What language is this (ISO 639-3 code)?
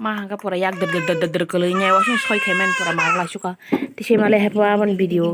trp